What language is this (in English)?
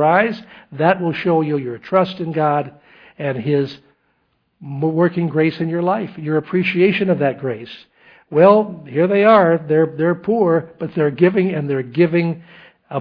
English